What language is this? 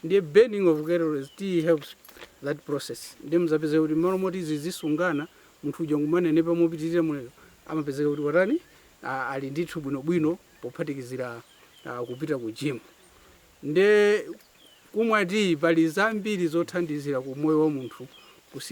Nyanja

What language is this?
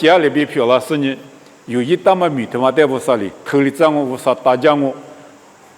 Lisu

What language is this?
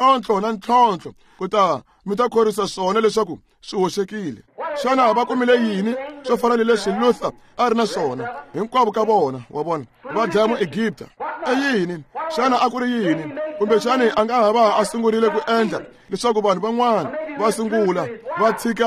Tsonga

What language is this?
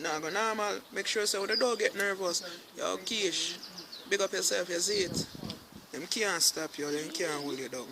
Jamaican Creole English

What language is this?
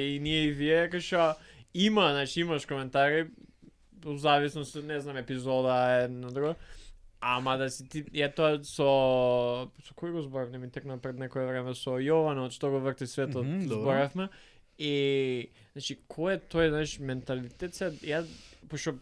Macedonian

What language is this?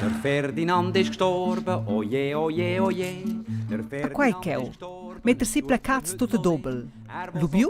Romansh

